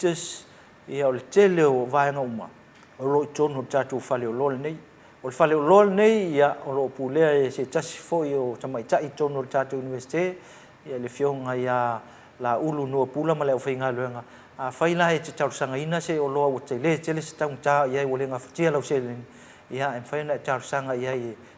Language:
Samoan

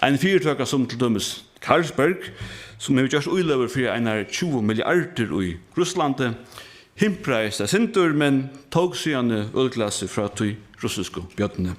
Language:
Faroese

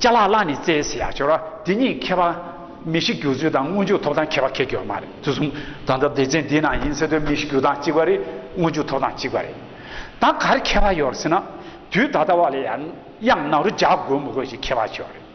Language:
Tibetan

